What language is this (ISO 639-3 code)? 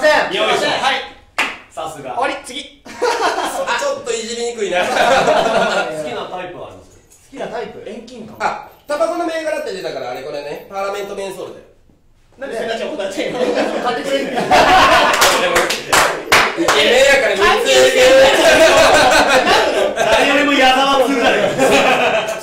jpn